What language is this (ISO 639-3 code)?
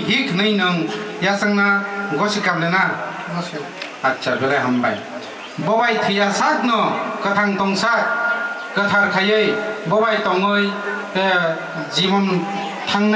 trp